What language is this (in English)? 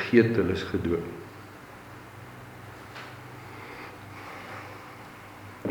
Afrikaans